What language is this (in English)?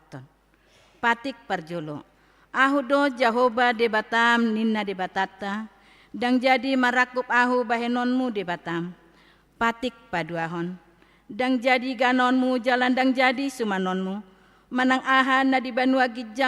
Batak Toba